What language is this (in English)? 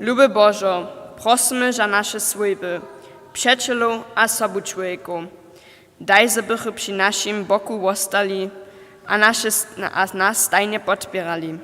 Upper Sorbian